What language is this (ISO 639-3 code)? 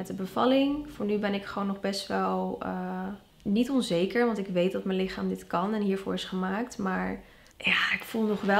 nld